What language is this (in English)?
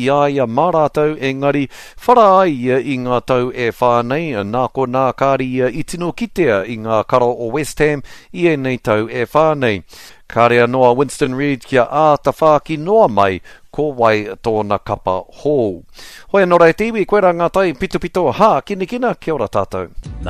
Māori